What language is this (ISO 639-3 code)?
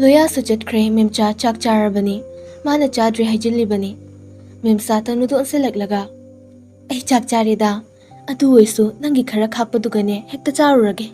mni